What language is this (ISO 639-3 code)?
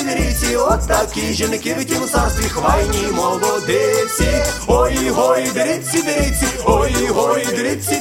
ukr